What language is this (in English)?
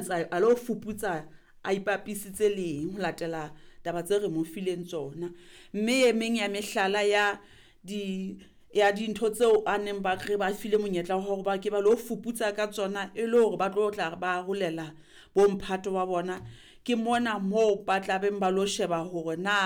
Southern Sotho